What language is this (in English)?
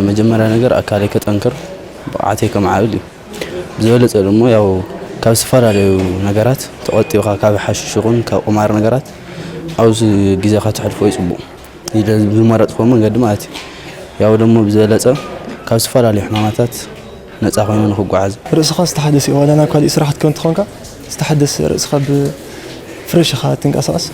Tigrinya